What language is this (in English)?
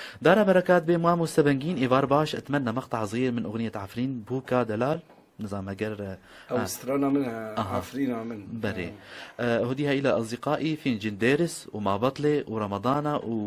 Kurdish